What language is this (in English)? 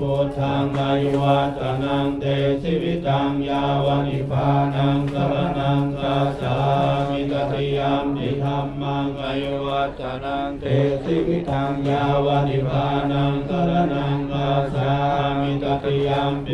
Pali